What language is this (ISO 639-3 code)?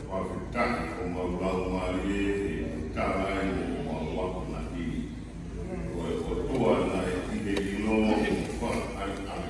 ton